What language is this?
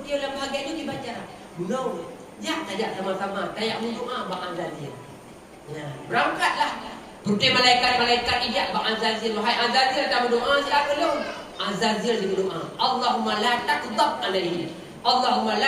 Achinese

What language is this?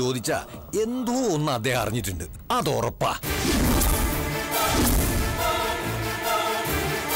Malayalam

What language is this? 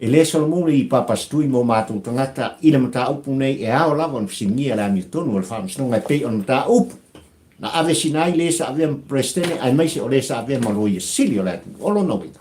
Samoan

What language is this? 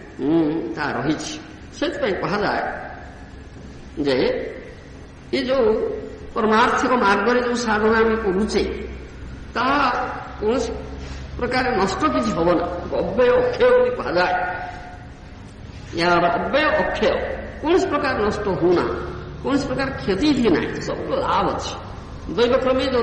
Odia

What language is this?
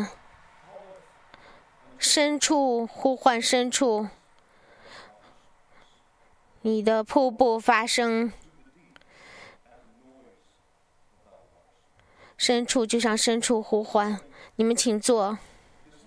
Chinese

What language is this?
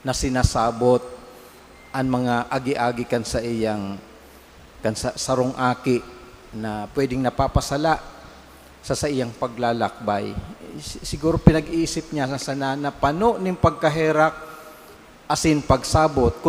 Bikol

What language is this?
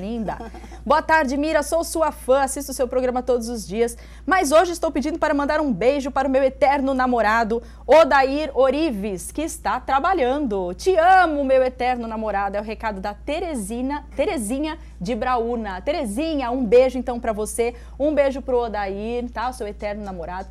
Portuguese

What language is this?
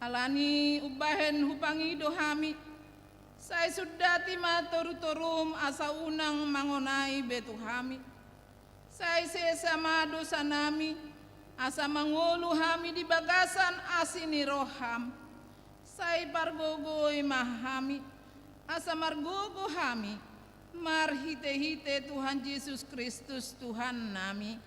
Batak Toba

